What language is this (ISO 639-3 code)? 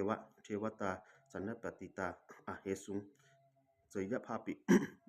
pli